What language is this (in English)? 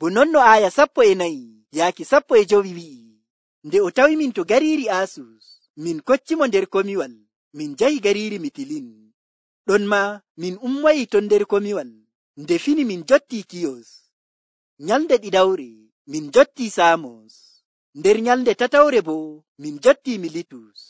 Nigerian Fulfulde